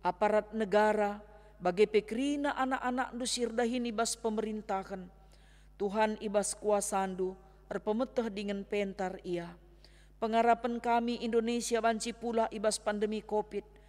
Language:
Batak Karo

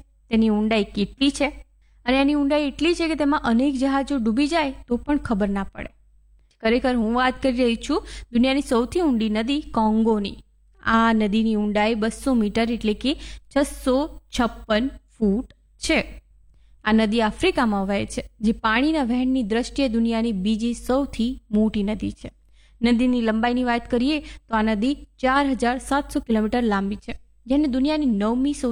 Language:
Gujarati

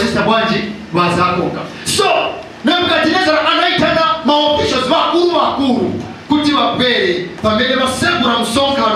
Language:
Nyanja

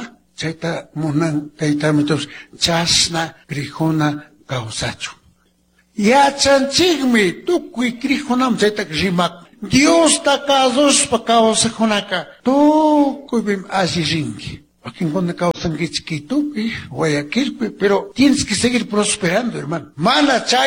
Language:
Chimborazo Highland Quichua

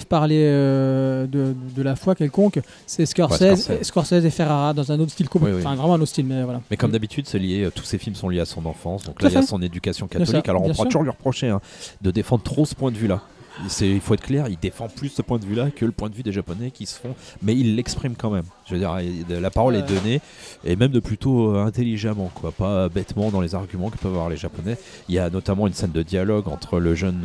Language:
French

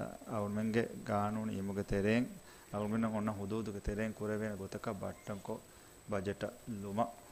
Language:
Divehi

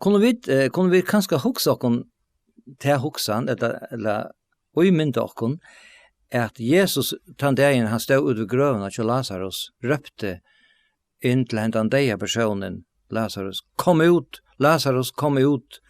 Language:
Faroese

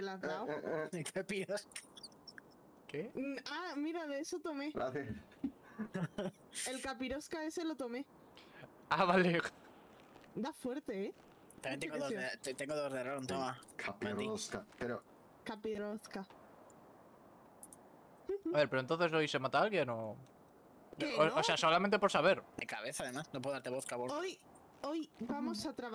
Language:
Spanish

